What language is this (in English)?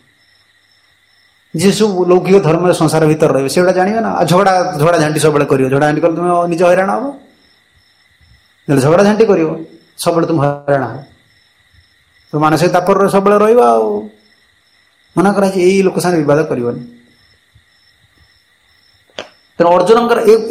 Odia